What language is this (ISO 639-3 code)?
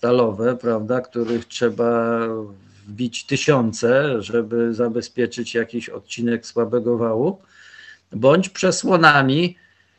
pol